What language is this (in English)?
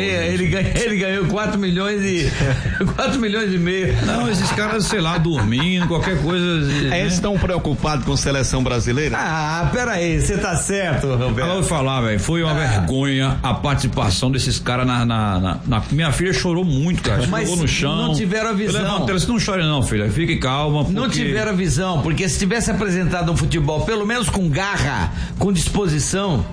Portuguese